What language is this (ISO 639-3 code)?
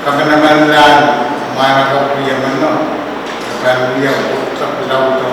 pon